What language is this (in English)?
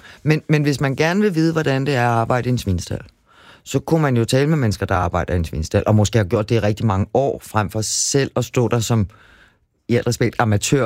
Danish